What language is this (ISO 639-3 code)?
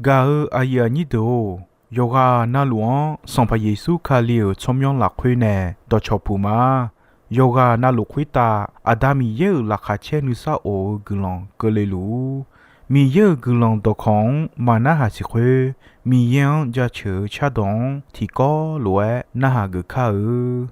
ahk